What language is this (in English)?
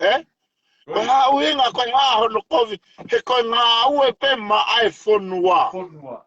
Tongan